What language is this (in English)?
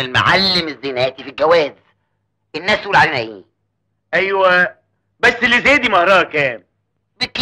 Egyptian Arabic